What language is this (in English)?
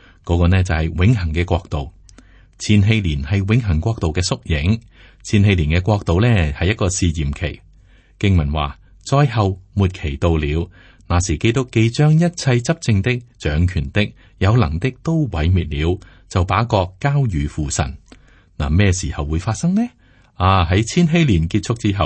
Cantonese